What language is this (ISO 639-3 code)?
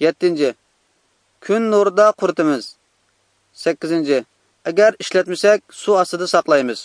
uig